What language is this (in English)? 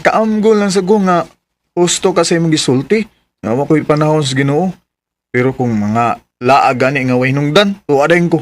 Cebuano